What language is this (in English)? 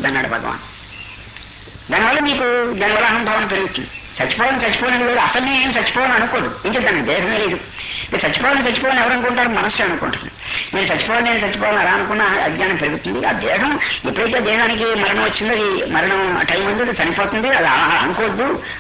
Telugu